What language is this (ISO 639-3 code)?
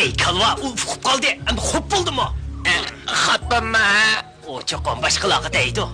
uig